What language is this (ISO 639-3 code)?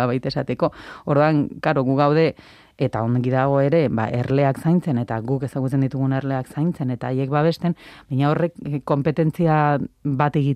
eus